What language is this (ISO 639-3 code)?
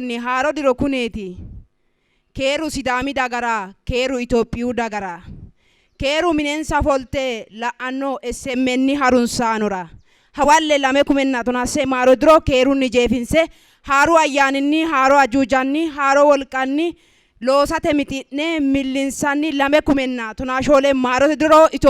sid